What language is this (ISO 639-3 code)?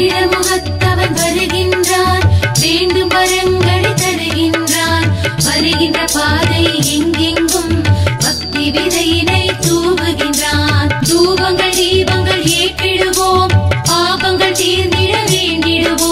tam